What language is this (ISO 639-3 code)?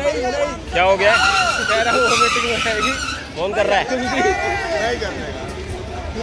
hin